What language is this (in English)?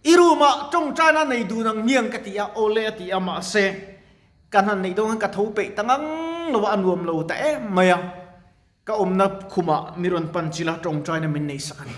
Mizo